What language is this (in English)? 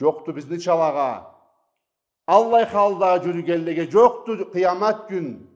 Karachay-Balkar